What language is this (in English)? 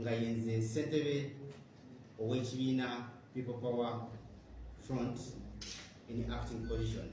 Ganda